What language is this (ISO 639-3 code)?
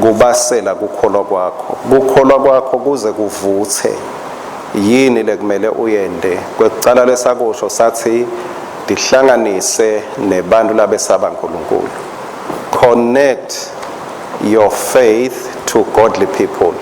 ssw